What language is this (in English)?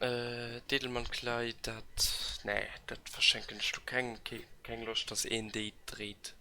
Luxembourgish